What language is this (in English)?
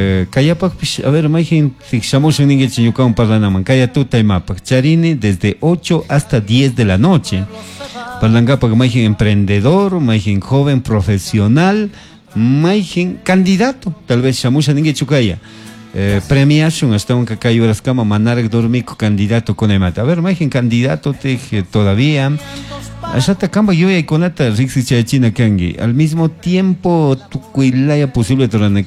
Chimborazo Highland Quichua